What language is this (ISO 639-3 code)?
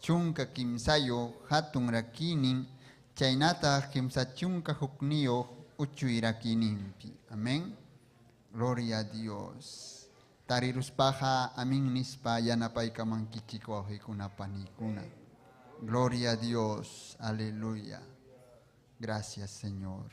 quy